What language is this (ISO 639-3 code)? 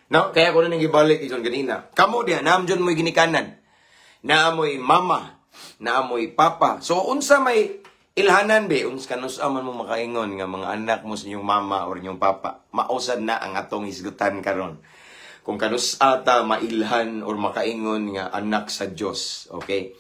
ceb